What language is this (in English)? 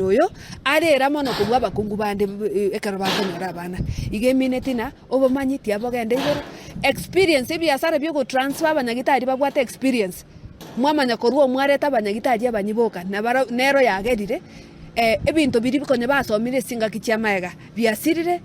Gusii